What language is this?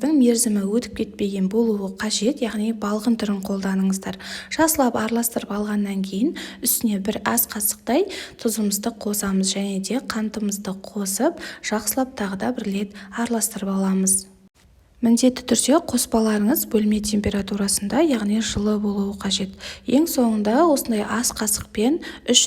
Kazakh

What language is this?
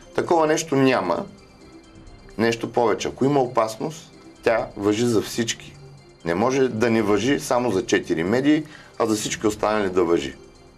Bulgarian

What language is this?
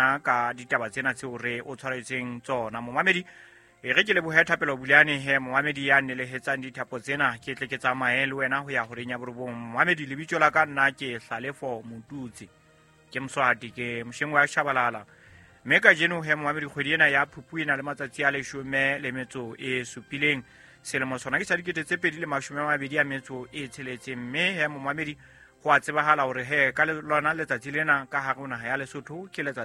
Southern Sotho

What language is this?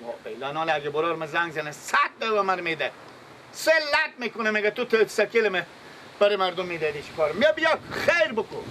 Persian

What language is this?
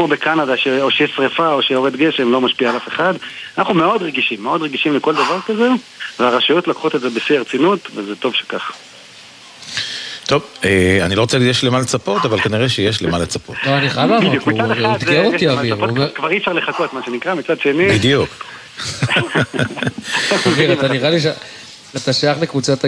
Hebrew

